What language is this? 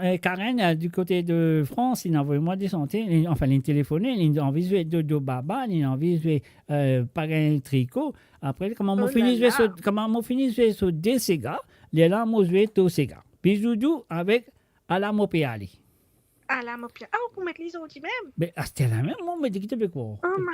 Morisyen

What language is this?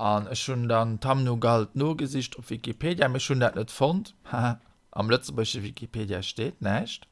Luxembourgish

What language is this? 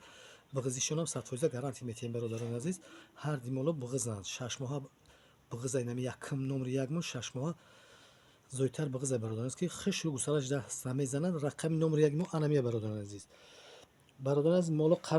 Tajik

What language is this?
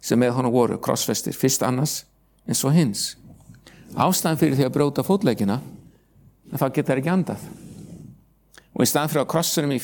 Icelandic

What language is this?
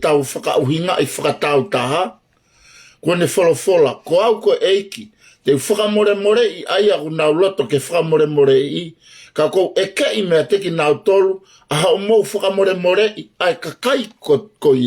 Tongan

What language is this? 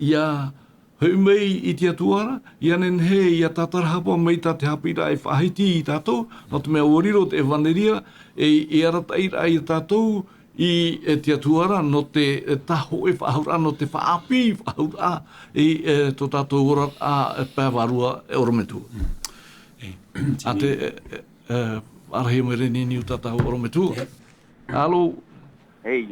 Tahitian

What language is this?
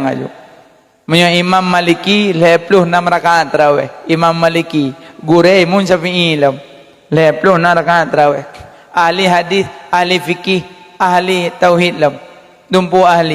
Achinese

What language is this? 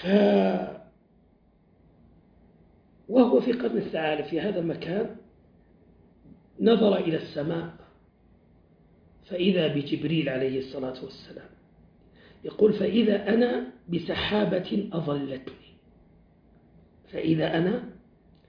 Arabic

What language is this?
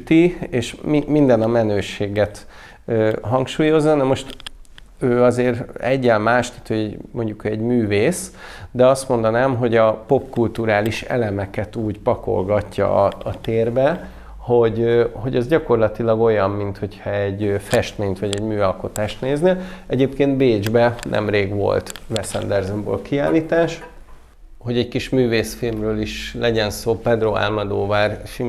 Hungarian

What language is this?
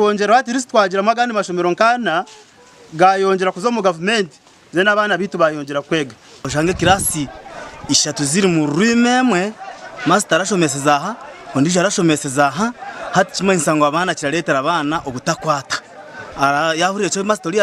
Nyankole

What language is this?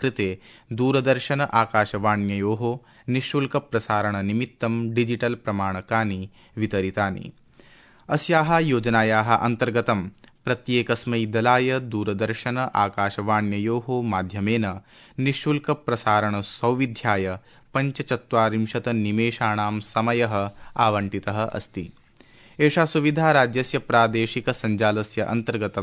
Sanskrit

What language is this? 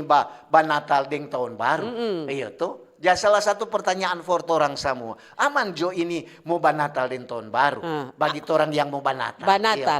Manado Malay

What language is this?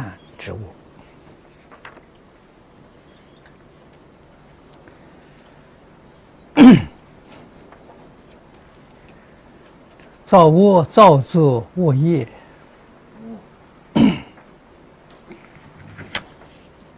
Chinese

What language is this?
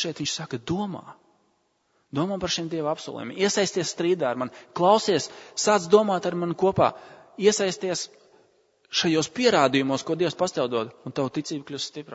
Latvian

